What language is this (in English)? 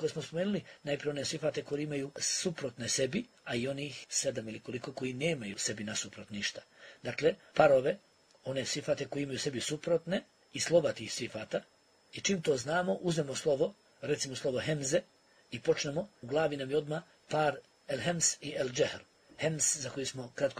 Bosnian